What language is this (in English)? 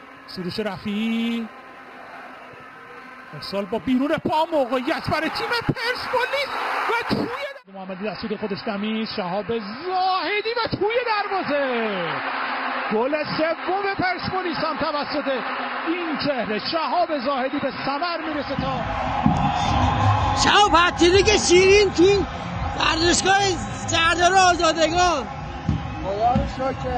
Persian